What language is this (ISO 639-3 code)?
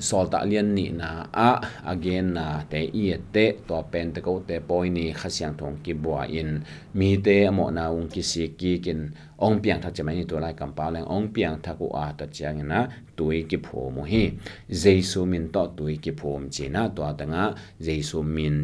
ctd